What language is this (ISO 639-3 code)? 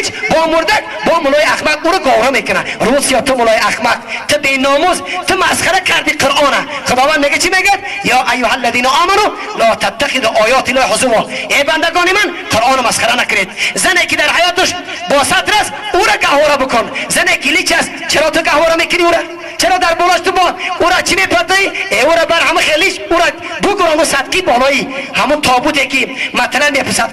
tgk